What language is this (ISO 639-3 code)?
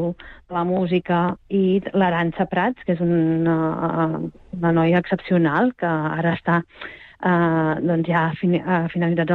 cat